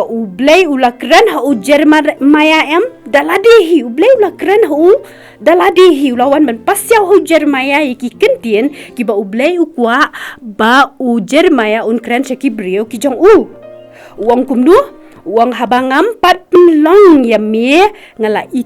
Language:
Khasi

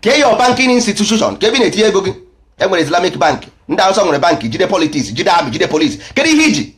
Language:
Igbo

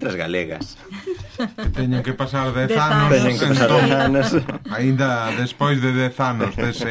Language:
Galician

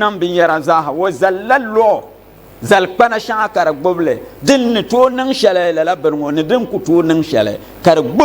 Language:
Dagbani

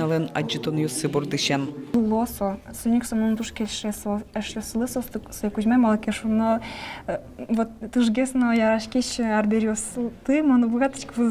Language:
Udmurt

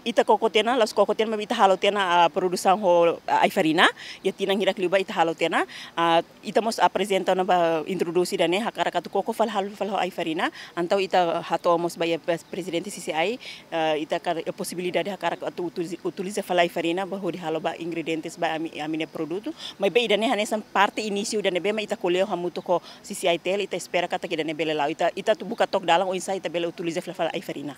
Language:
Tetum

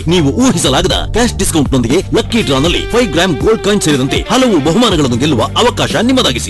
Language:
Kannada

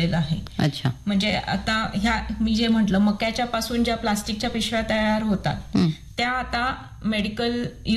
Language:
Marathi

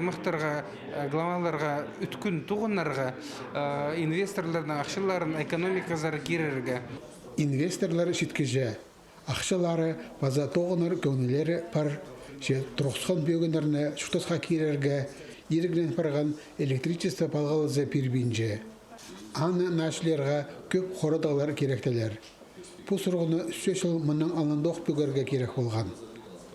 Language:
Khakas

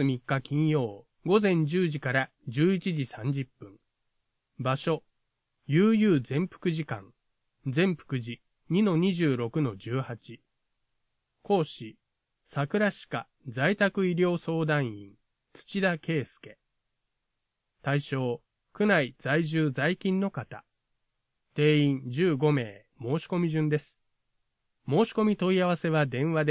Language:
Japanese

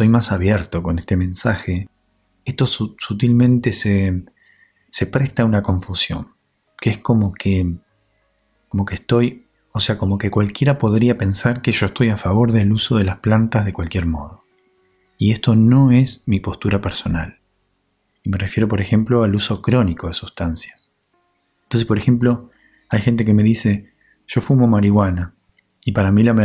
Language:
Spanish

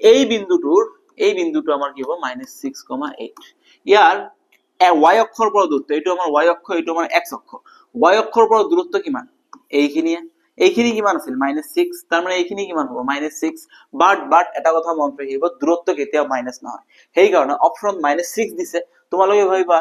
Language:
Assamese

